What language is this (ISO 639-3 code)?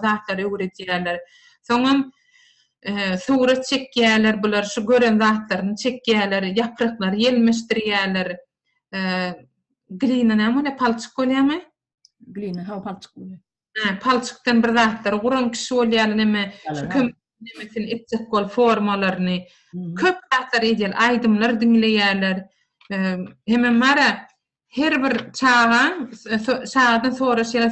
tuk